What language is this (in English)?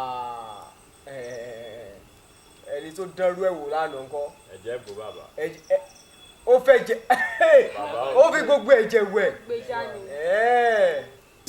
Yoruba